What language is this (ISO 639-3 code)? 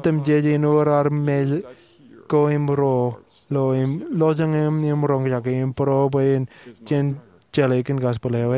mah